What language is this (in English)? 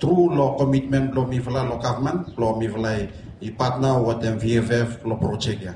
Bislama